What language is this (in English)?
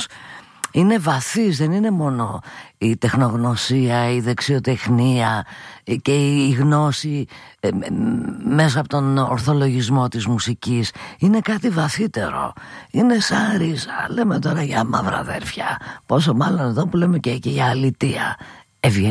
Greek